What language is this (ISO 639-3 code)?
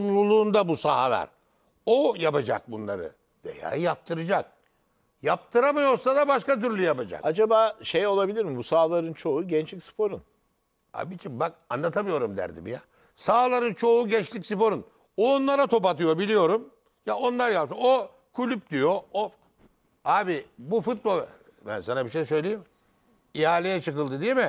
tur